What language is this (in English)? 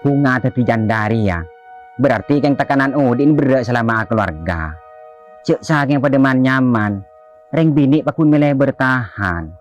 Madurese